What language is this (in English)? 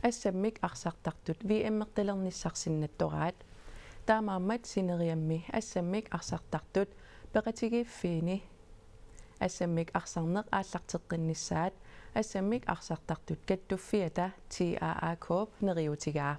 Kalaallisut